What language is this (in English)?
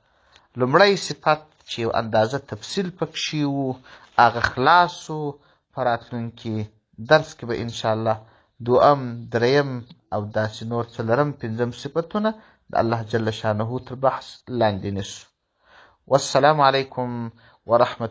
Pashto